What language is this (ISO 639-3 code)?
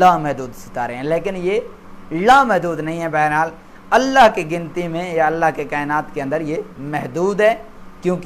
urd